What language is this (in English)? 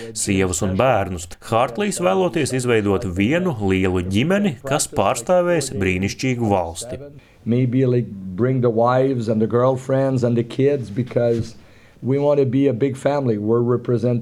Latvian